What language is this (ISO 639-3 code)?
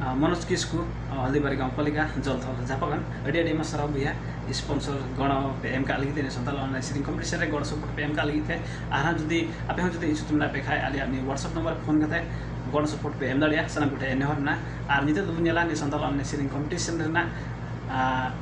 sat